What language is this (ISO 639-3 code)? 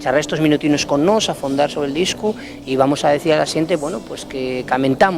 ast